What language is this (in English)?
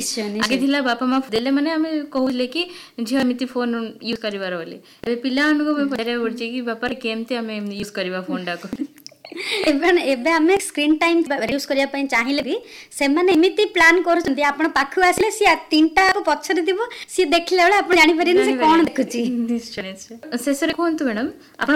Odia